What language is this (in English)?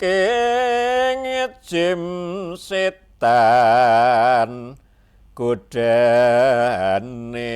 Javanese